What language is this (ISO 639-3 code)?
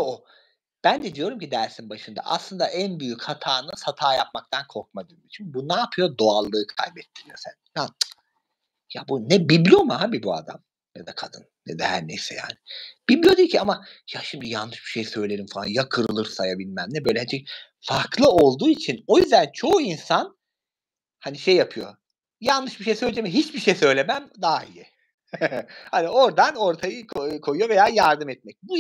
tur